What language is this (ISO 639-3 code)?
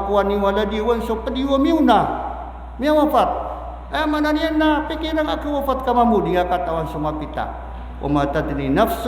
mrw